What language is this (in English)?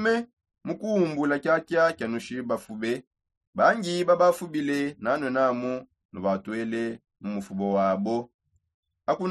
Songe